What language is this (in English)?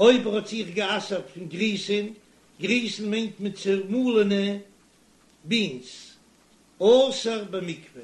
Yiddish